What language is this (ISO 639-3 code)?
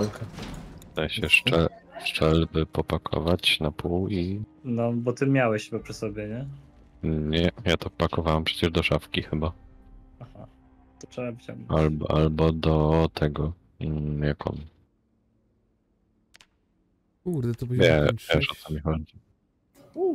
pol